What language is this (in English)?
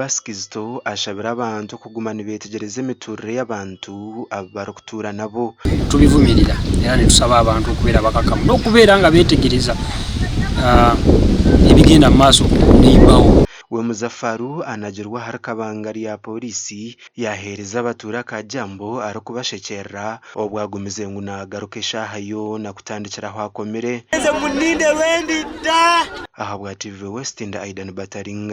Nyankole